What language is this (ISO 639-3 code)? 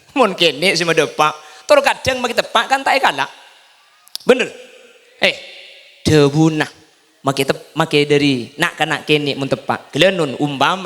mad